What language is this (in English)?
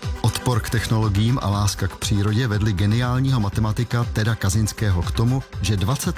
Czech